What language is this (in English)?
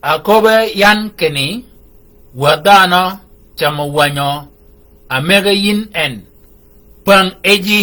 Shilluk